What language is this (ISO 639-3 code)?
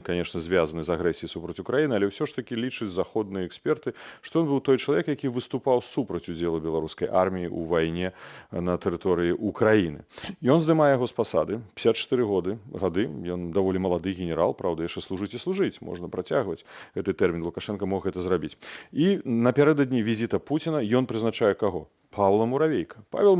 bel